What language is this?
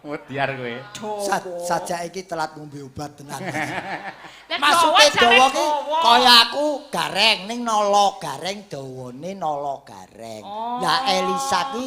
Javanese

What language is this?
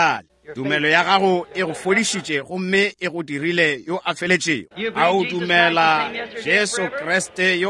Northern Sotho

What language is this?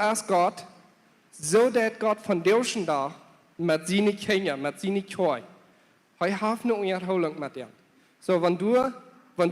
Plautdietsch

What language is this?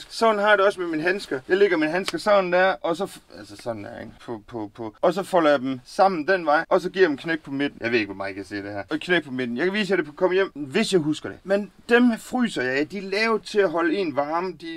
Danish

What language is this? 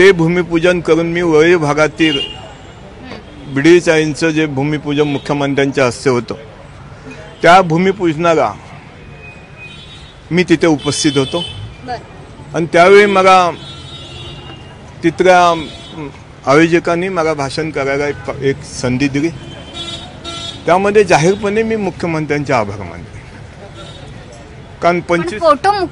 Marathi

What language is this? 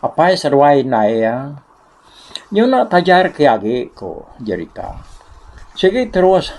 Iban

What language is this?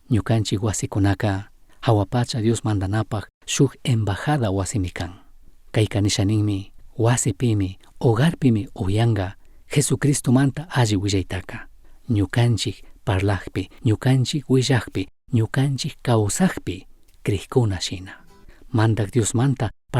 Chimborazo Highland Quichua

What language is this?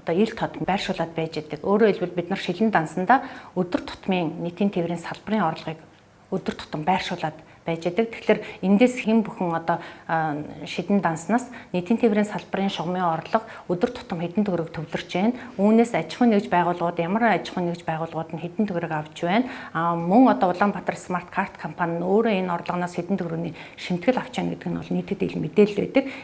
Mongolian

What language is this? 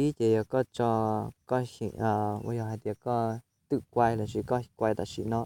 Hmong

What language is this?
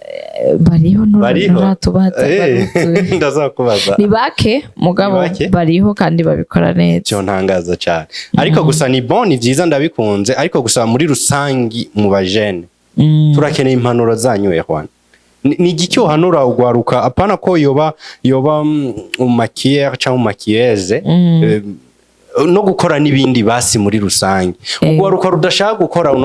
Rundi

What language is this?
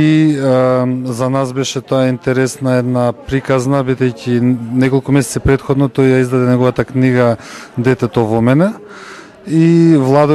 Macedonian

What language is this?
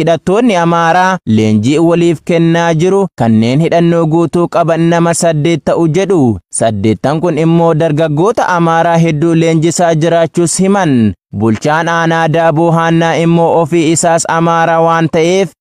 Oromo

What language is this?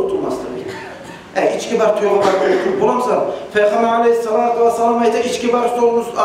Kumyk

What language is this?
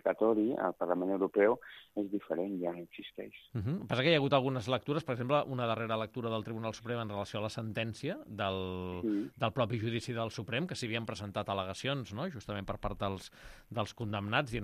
Catalan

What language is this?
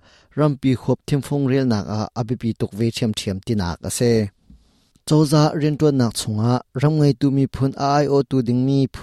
Hakha Chin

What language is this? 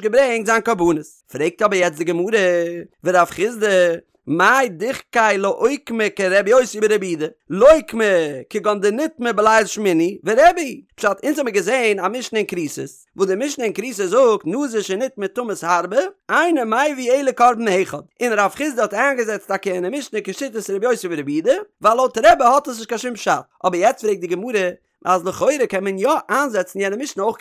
Yiddish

